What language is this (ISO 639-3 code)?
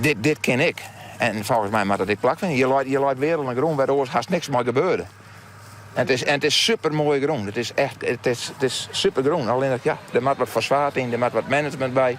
fry